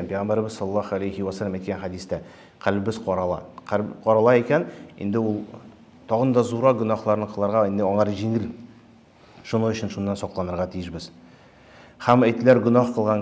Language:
Tatar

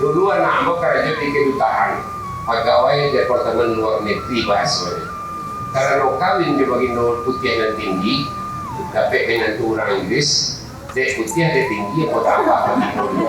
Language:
Minangkabau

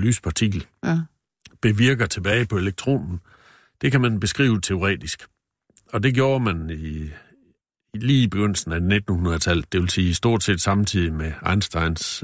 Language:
Danish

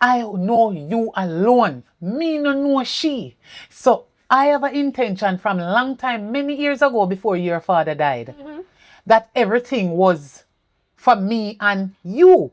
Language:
Jamaican Creole English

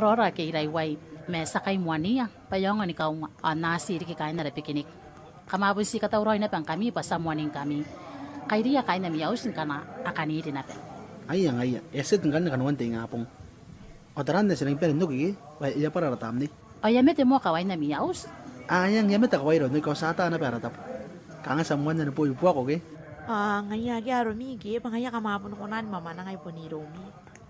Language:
Gilbertese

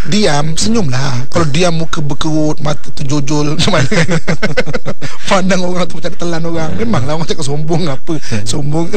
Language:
Malay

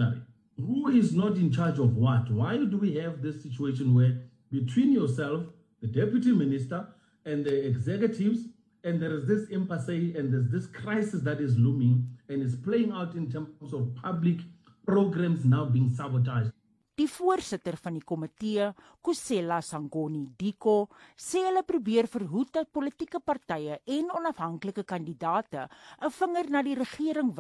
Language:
Afrikaans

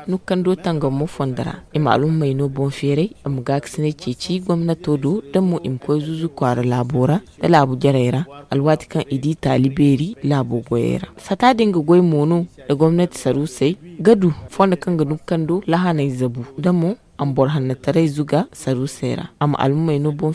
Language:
Zarma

